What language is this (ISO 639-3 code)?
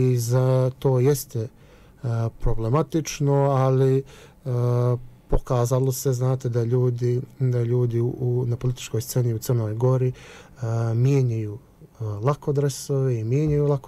srp